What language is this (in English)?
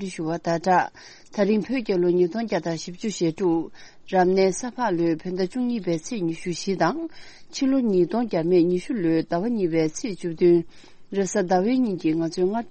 Tibetan